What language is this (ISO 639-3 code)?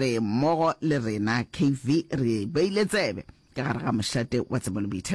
nso